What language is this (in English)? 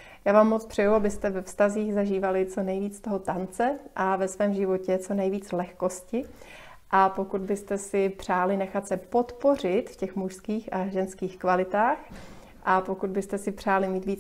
Czech